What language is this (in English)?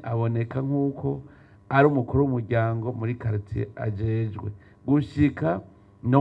Rundi